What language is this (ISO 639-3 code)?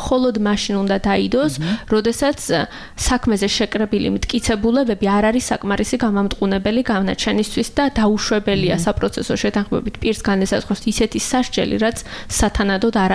kat